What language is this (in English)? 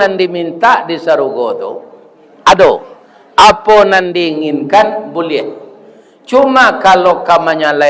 Minangkabau